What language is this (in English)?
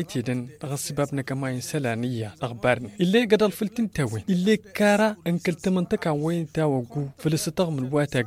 Tamasheq